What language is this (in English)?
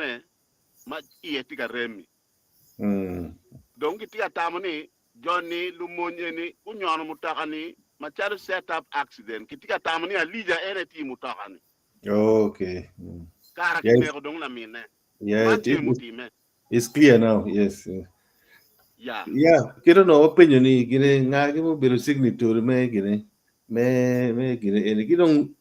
Acoli